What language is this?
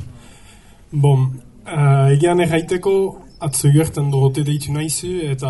Basque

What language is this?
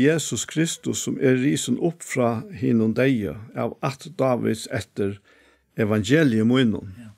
Faroese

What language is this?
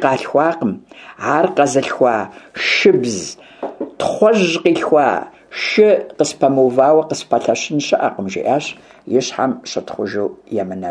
Kabardian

